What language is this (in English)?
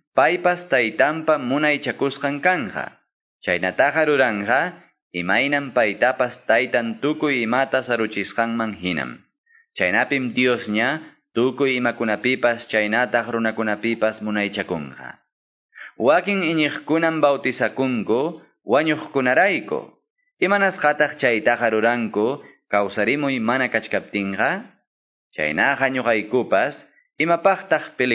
Quechua